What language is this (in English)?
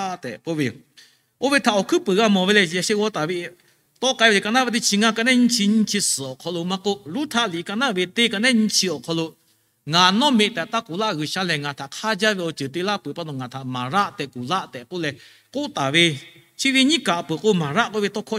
Lahu